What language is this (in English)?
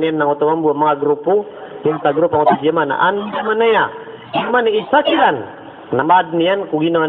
Maranao